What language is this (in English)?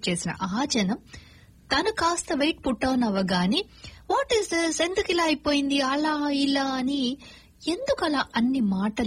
Telugu